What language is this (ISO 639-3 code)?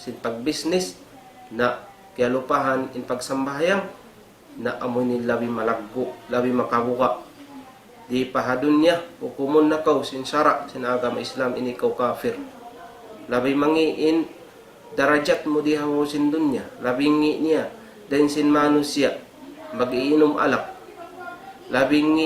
tsg